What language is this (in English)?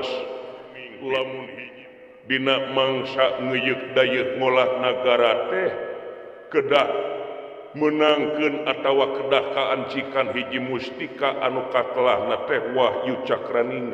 Sundanese